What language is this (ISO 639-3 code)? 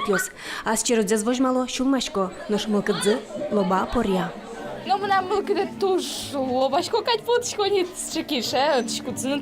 udm